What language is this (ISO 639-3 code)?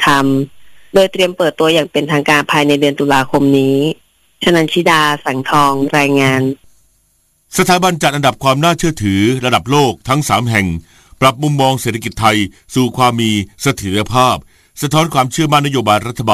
tha